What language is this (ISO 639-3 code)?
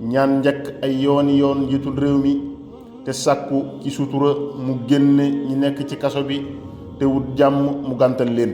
wol